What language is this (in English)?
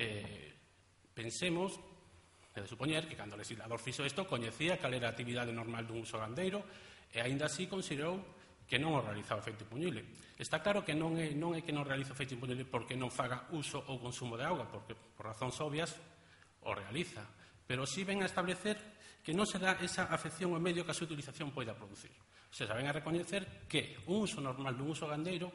Galician